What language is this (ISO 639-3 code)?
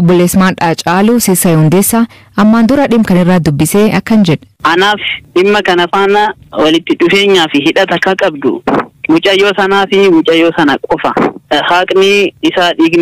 orm